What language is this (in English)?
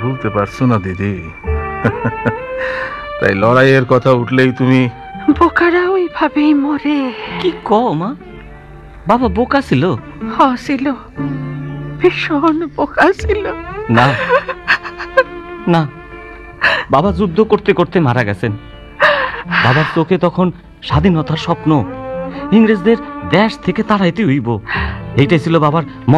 Bangla